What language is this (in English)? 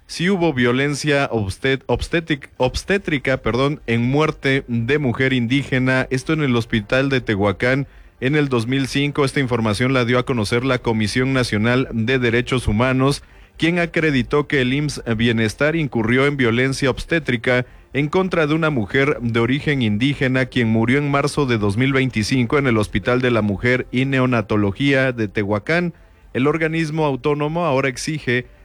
Spanish